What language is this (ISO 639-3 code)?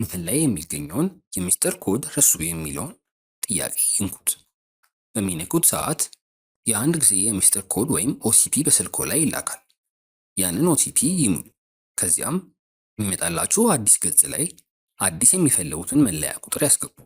amh